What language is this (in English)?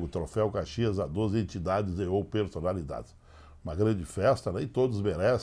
Portuguese